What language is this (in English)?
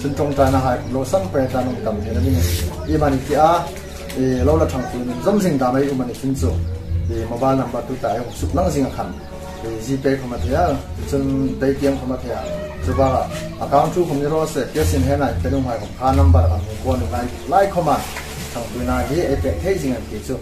Hmar